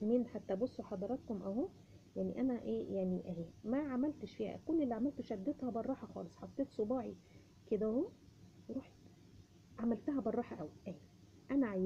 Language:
Egyptian Arabic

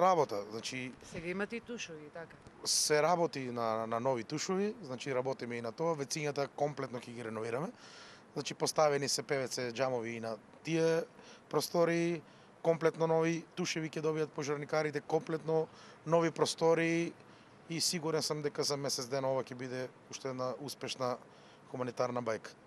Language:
Macedonian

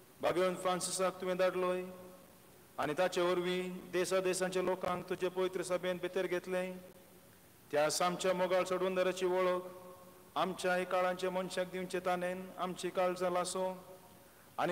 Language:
Konkani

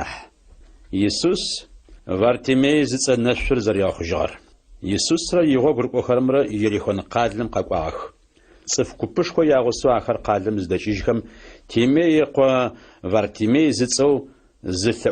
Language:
Adyghe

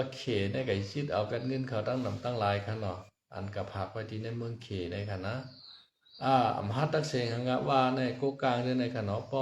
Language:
Shan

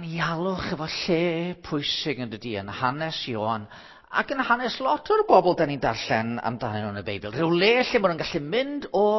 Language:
Welsh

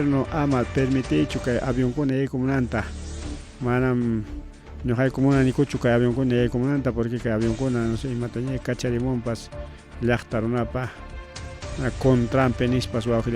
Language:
Ayacucho Quechua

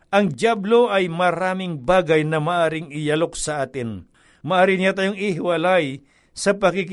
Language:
Filipino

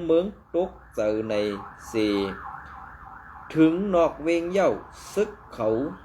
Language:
Shan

